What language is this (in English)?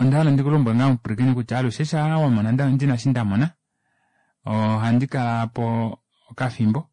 Kuanyama